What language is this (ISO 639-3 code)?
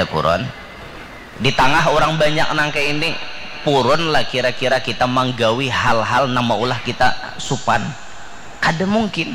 bjn